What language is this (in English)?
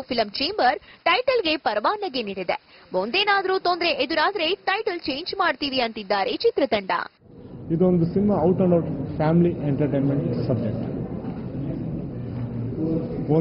Kannada